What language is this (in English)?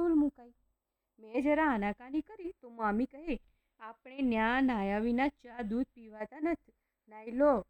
Gujarati